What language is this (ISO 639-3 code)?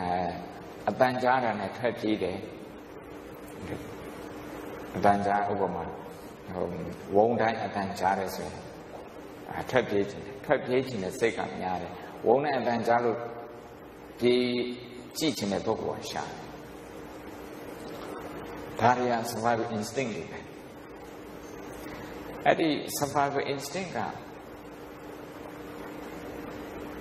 mya